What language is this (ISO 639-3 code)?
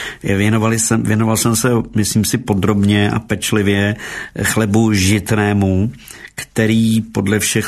ces